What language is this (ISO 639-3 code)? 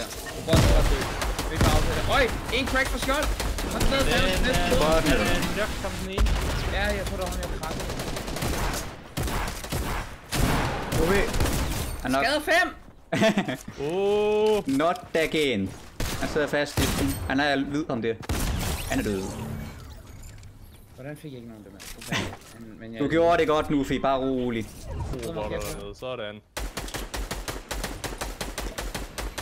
dan